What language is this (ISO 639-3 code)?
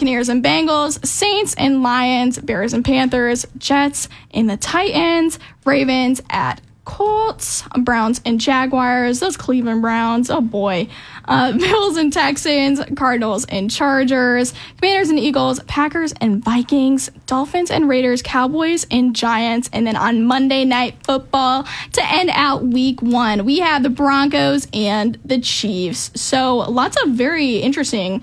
eng